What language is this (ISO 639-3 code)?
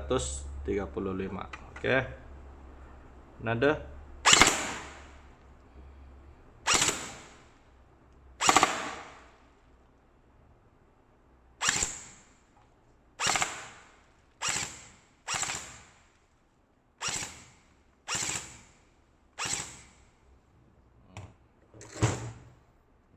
msa